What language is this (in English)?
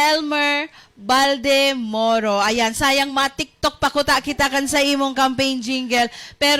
Bikol